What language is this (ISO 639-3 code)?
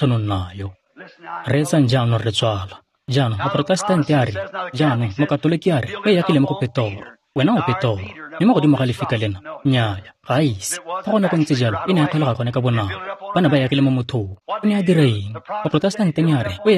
tsn